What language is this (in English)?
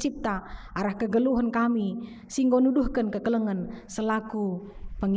Batak Karo